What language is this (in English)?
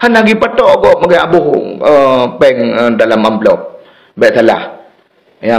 Achinese